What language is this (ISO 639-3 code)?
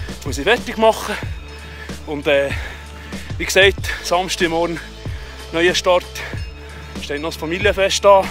gsw